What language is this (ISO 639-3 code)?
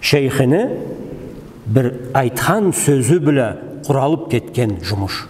krc